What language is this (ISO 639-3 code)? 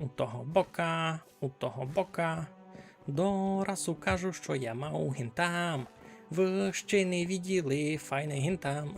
rue